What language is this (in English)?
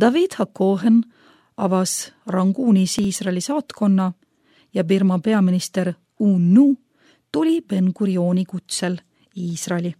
Estonian